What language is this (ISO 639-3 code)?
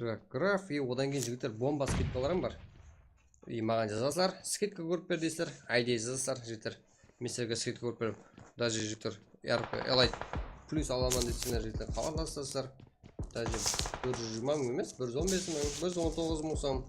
kaa